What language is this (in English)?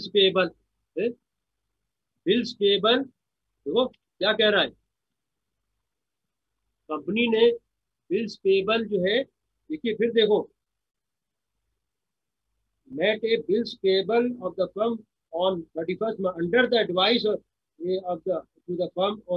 Hindi